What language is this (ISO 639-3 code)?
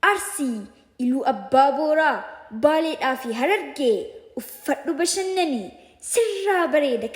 orm